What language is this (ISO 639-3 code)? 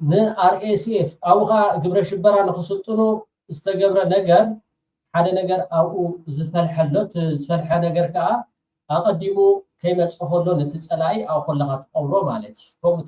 tir